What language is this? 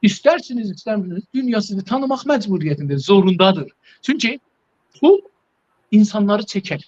South Azerbaijani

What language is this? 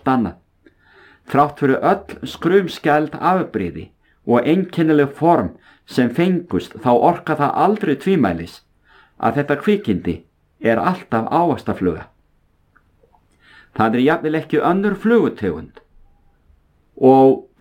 Icelandic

